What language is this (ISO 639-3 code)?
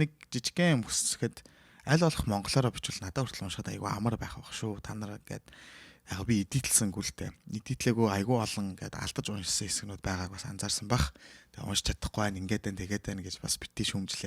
mon